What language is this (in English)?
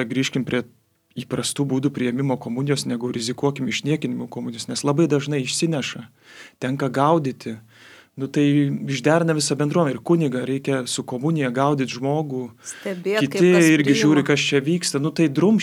Lithuanian